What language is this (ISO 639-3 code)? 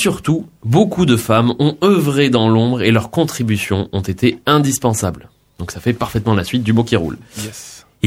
fra